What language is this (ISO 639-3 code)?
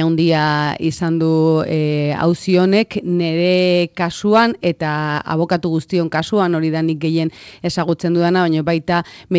eus